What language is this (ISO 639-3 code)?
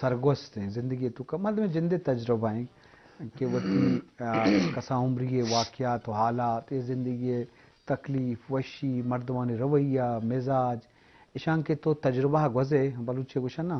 bgp